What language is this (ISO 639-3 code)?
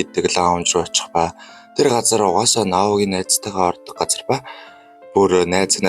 mon